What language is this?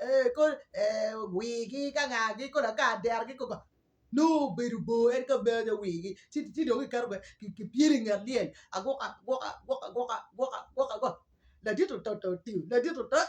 Acoli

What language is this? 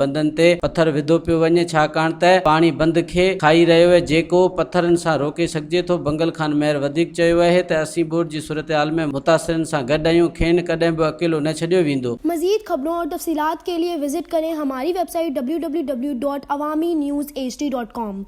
Sindhi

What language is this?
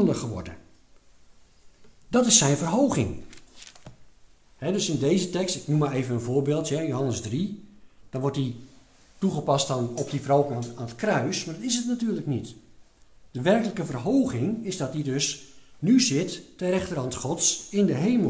Dutch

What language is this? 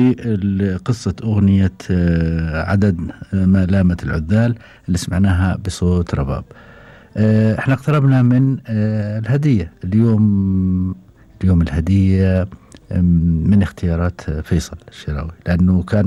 Gulf Arabic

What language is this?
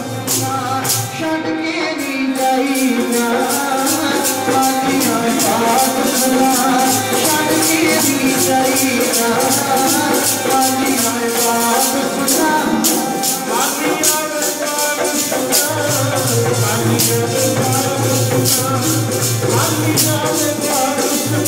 Punjabi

